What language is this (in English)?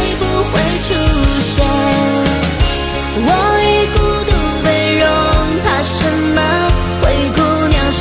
Chinese